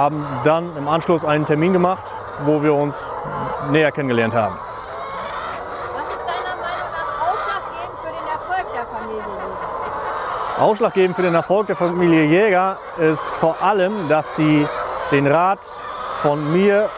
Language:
German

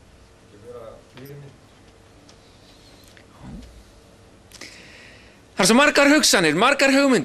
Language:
Icelandic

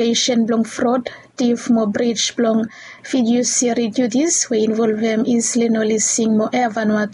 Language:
Bislama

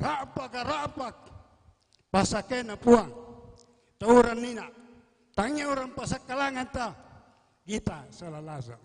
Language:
Toraja-Sa'dan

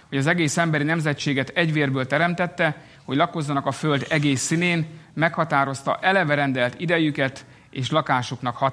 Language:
Hungarian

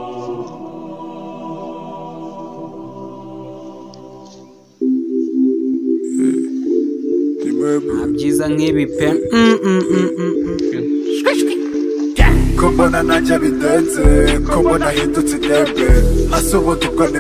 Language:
Kinyarwanda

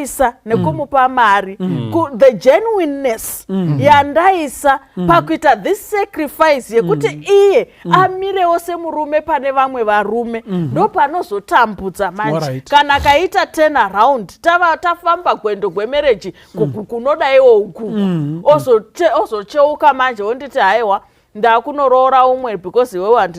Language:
Shona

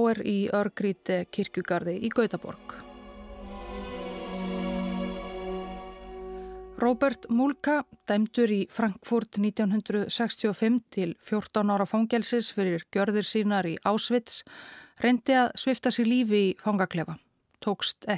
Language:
Icelandic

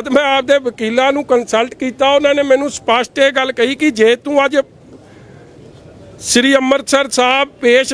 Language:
Punjabi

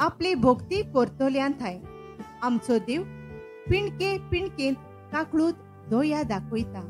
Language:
Konkani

